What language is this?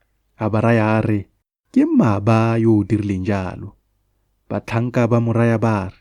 Tswana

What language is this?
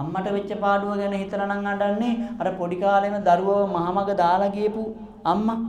Sinhala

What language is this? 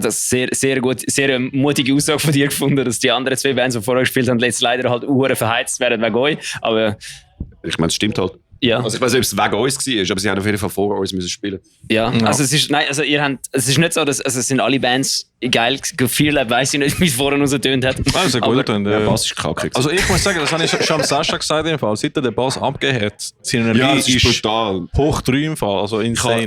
Swiss German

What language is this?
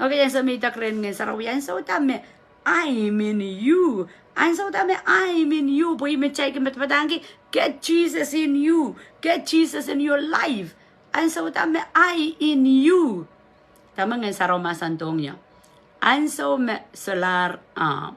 Pohnpeian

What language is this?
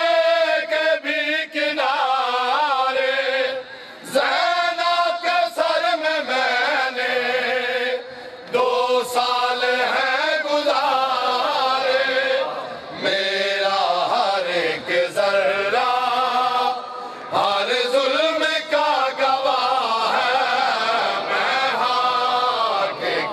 Urdu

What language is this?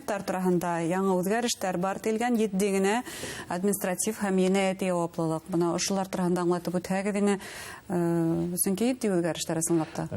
Bashkir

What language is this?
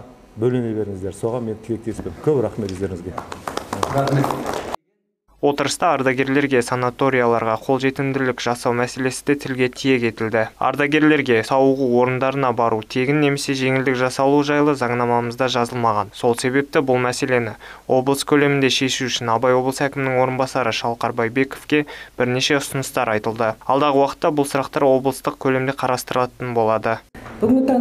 Kazakh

